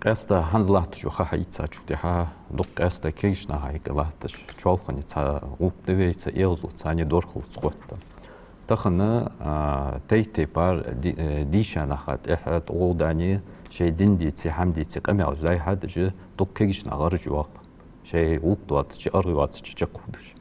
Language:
Ingush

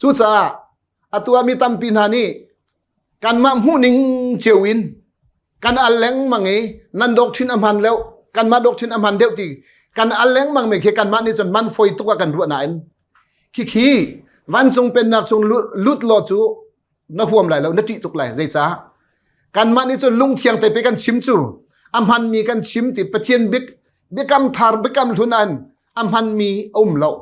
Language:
Hakha Chin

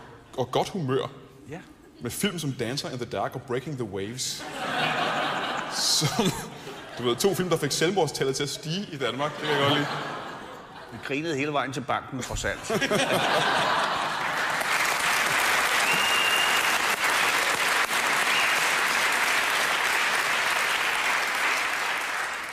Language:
Danish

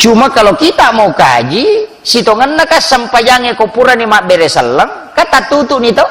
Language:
Buginese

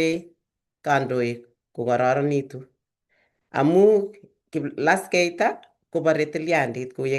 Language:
Kalenjin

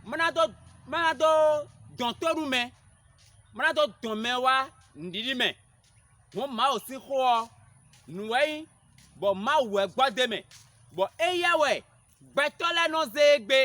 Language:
Fon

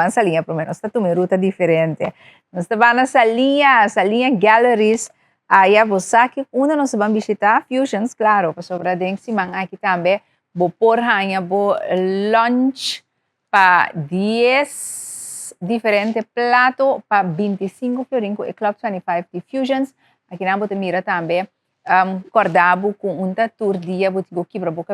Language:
Papiamento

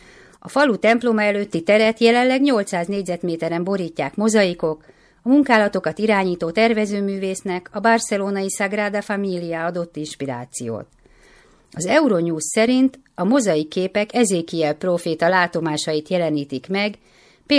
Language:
Hungarian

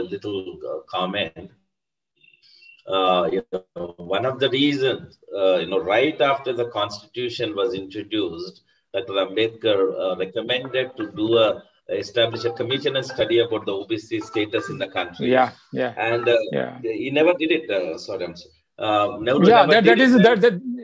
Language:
English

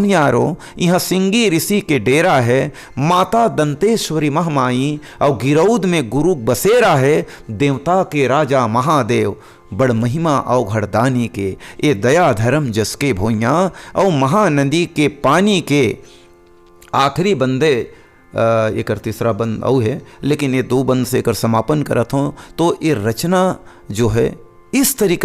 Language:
Chhattisgarhi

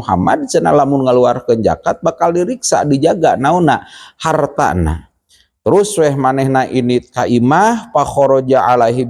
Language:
Sundanese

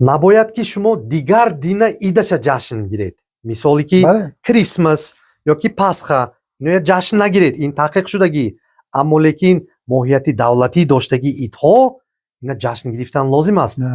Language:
Tajik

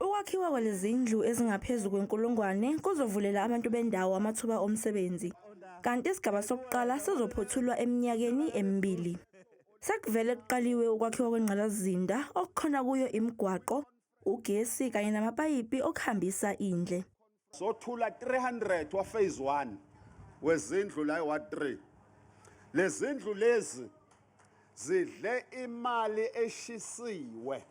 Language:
Zulu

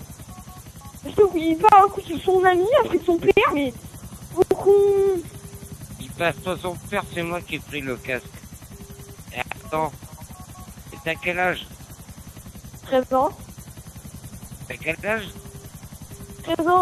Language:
French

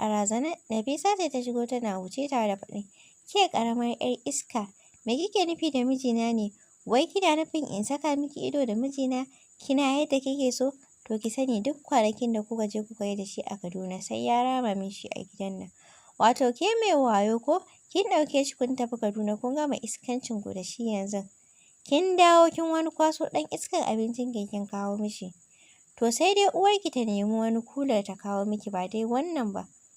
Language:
Hausa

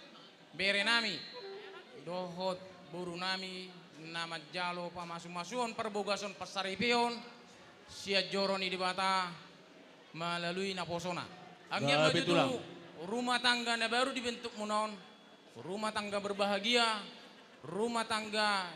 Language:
Batak Toba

